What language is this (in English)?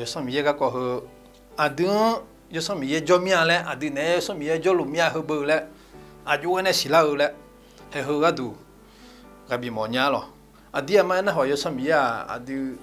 Akha